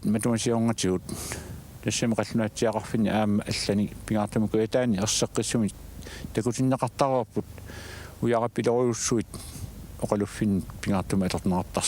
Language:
Kalaallisut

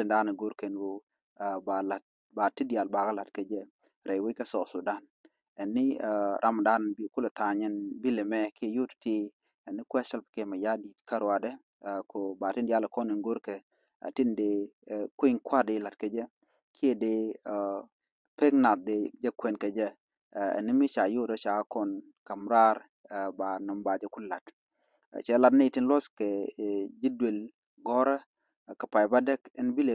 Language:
Nuer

